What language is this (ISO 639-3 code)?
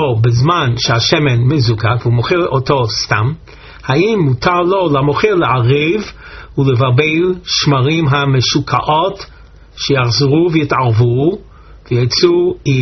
heb